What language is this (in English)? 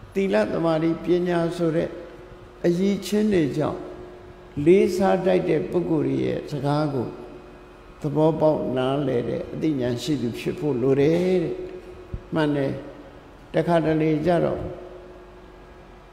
Burmese